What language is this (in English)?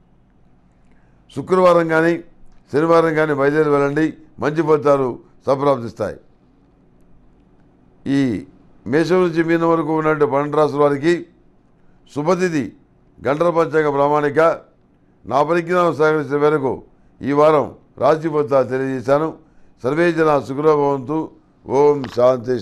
Telugu